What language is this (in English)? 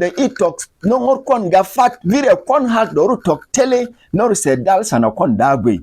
Berom